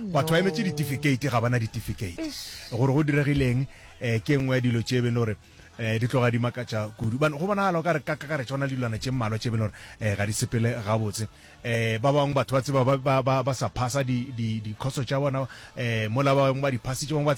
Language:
Northern Sotho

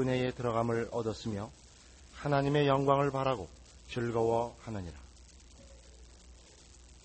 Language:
Korean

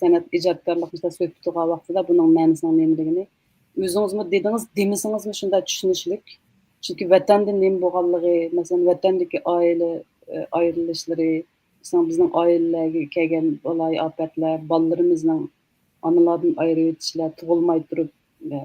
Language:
Uyghur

